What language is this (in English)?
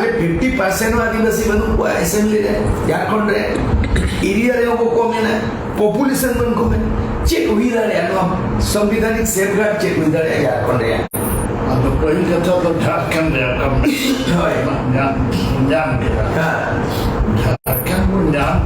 Santali